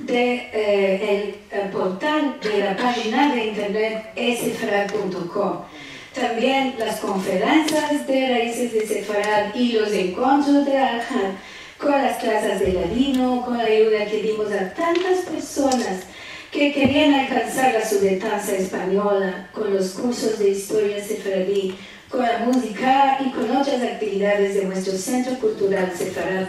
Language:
Ladino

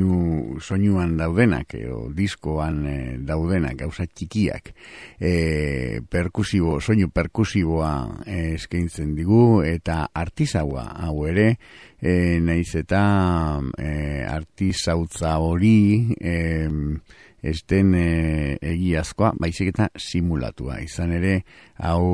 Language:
Basque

